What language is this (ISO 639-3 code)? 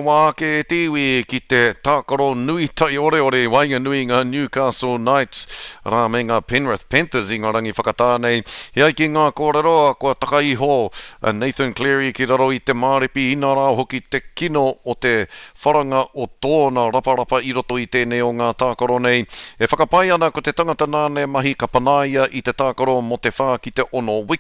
mri